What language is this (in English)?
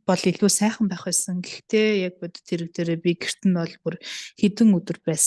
Mongolian